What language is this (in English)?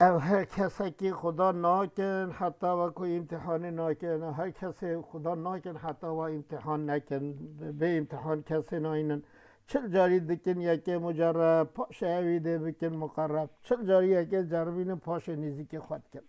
Kurdish